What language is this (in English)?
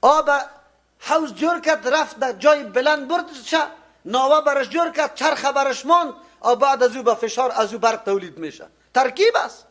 Persian